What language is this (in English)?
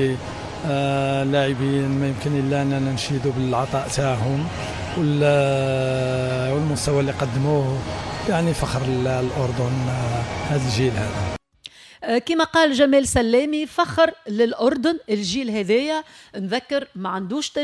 Tunisian Arabic